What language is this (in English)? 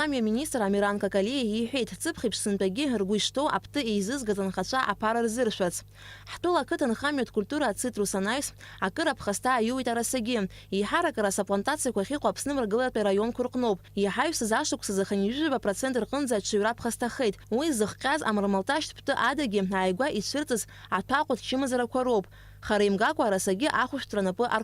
Abkhazian